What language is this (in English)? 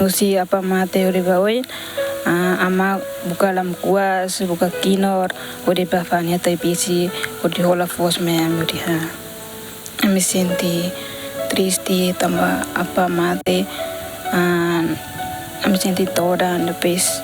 Tetum